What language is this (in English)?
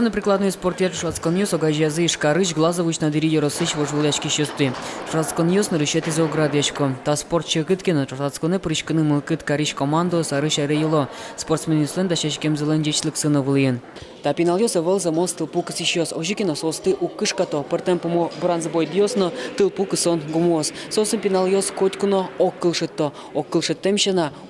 Udmurt